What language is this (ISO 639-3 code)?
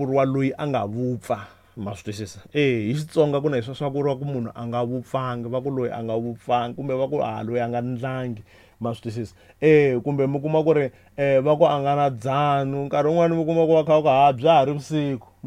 tso